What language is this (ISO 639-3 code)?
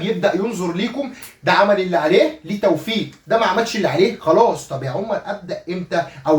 arz